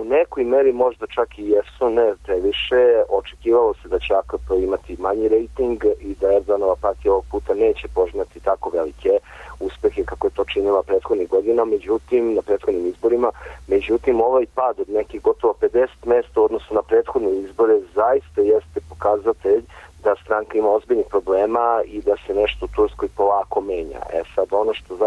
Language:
Serbian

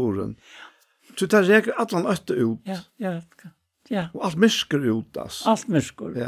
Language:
Faroese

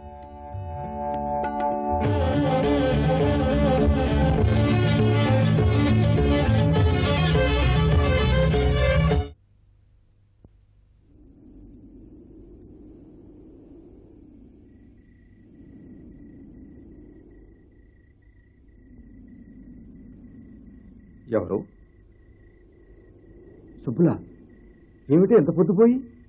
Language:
Telugu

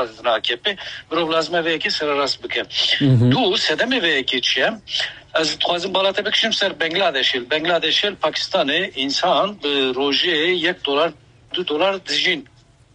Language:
Kurdish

